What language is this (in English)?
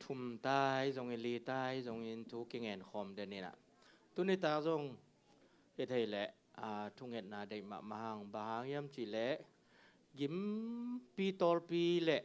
Tedim Chin